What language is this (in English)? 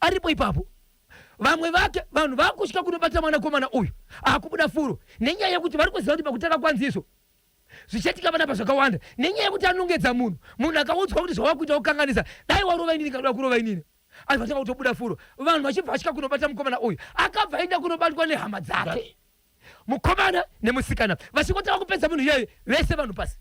Shona